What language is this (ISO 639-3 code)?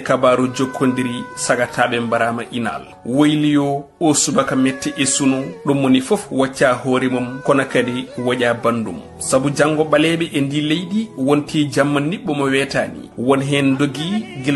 ful